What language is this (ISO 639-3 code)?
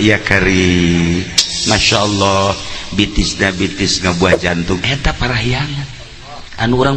sun